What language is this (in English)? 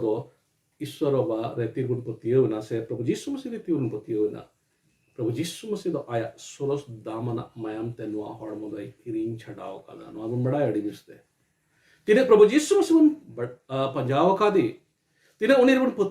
Santali